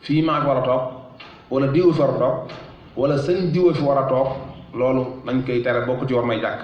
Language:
Wolof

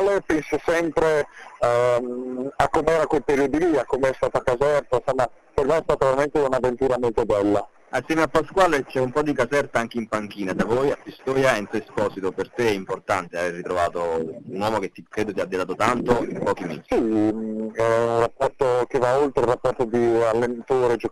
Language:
Italian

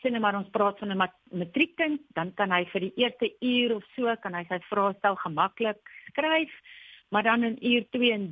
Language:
Afrikaans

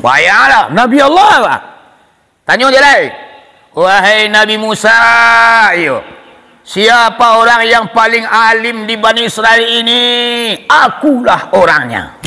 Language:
Minangkabau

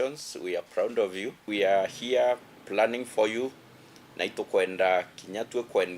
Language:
Meru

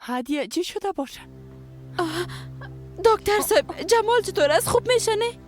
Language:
Persian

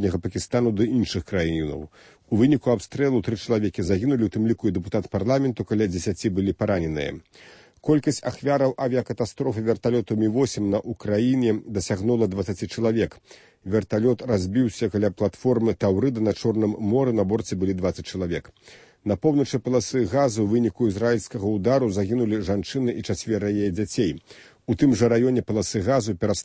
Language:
Belarusian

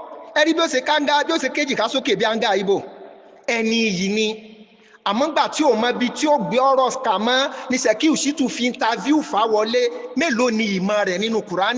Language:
Yoruba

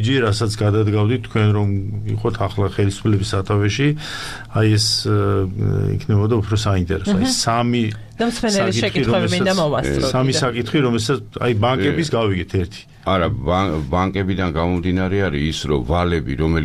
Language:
Georgian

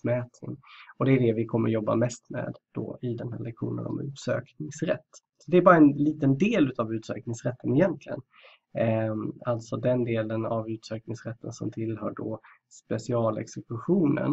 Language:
Swedish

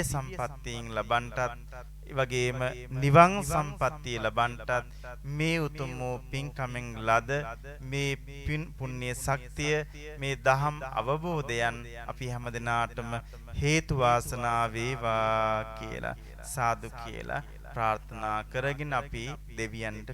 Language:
Sinhala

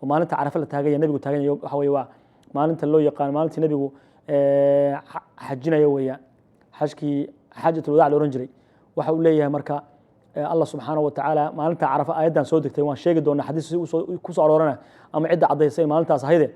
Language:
Somali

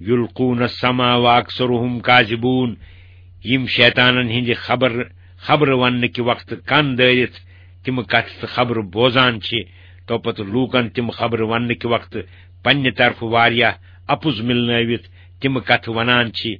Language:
Kashmiri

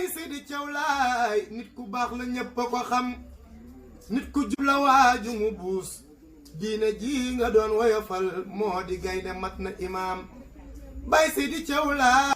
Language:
Wolof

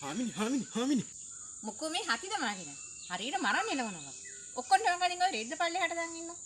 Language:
Sinhala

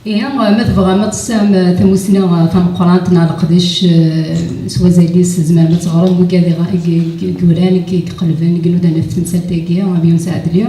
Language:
Kabyle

